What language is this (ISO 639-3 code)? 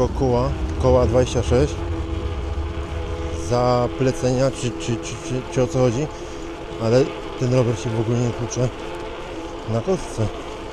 pol